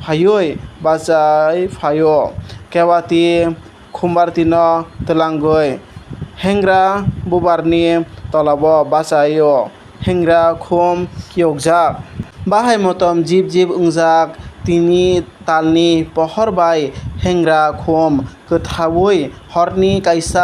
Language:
Kok Borok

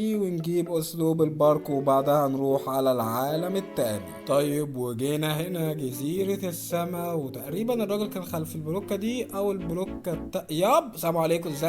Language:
Egyptian Arabic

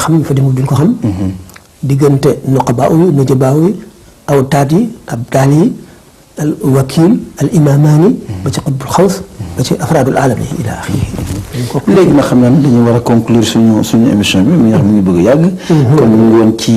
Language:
Wolof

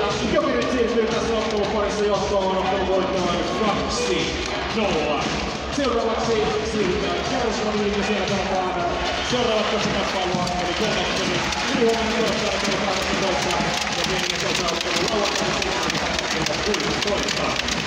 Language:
Finnish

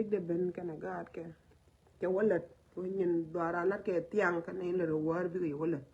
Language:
Nuer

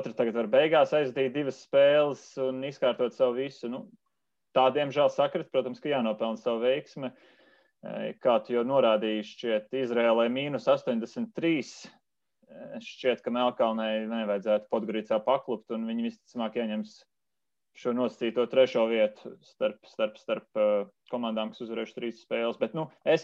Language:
Latvian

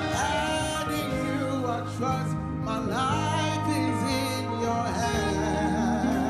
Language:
Ewe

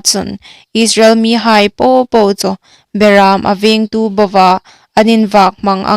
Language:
Hmar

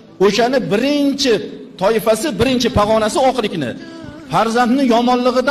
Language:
Uzbek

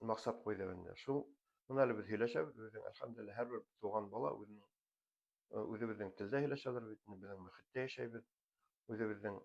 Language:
Bashkir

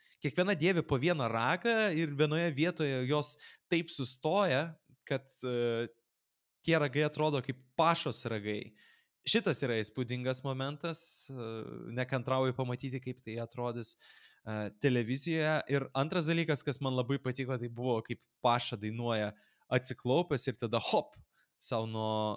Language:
Lithuanian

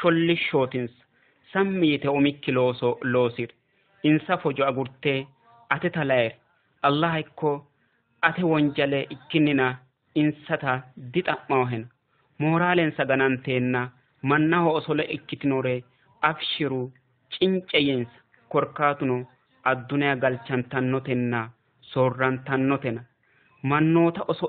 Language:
Sidamo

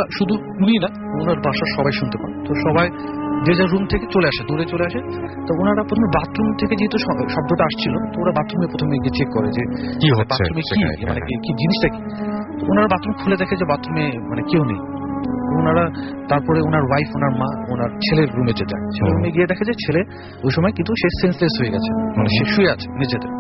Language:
Bangla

